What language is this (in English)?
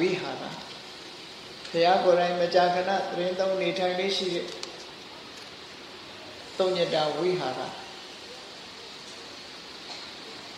Burmese